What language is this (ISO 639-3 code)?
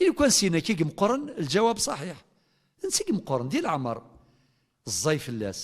kab